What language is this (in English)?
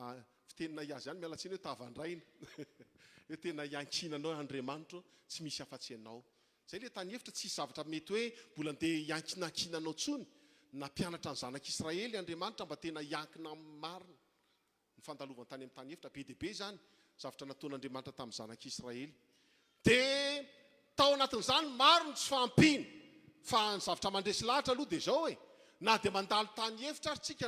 Malagasy